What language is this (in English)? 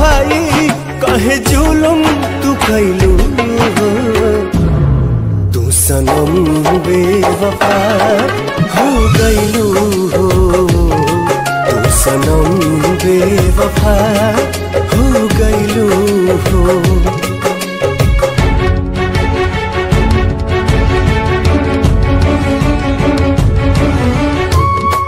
Bhojpuri